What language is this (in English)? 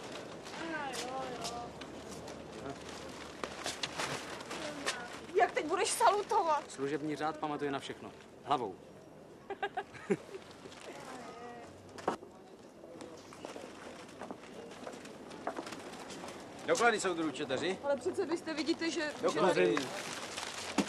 Czech